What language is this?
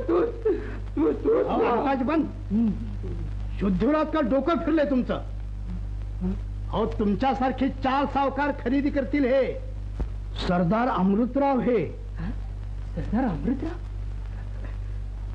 Marathi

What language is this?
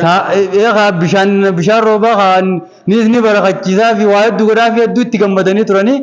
Oromo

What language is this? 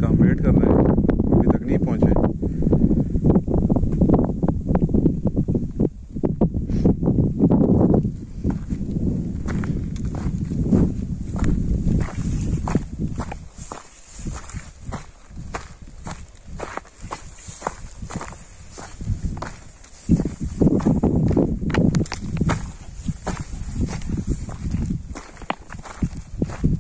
Hindi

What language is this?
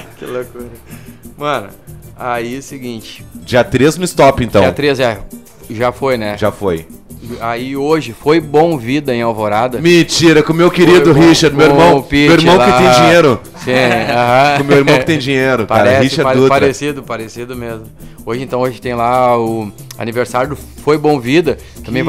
Portuguese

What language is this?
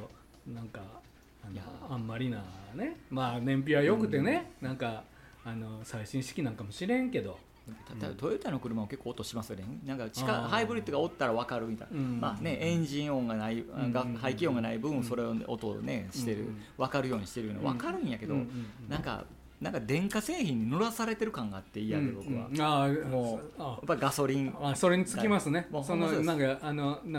Japanese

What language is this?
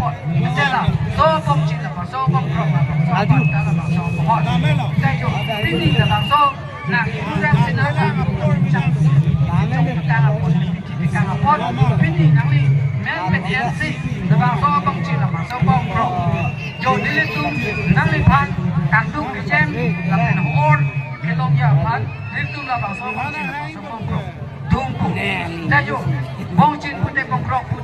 Karbi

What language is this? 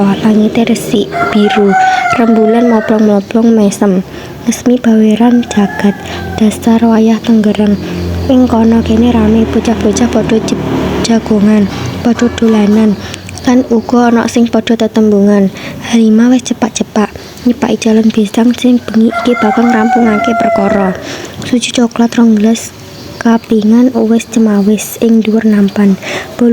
Javanese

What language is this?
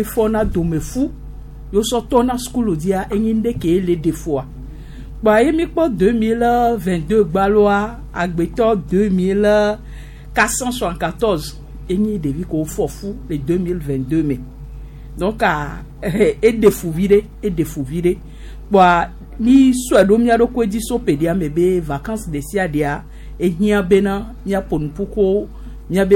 Gen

